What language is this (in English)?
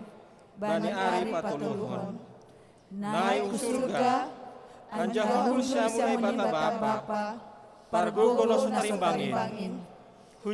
Batak Simalungun